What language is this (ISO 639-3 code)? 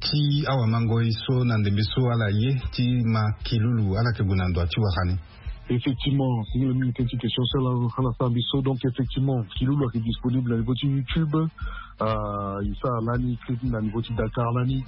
sag